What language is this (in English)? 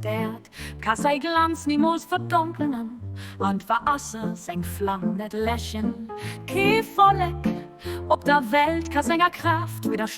Luxembourgish